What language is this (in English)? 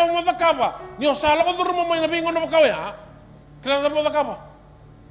Fijian